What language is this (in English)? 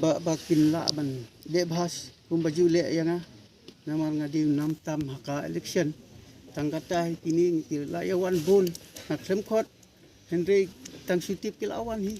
Khasi